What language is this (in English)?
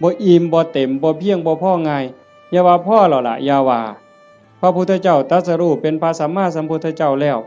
Northeastern Thai